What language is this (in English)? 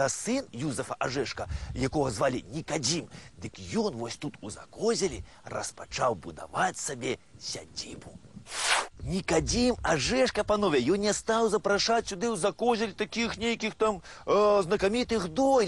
Belarusian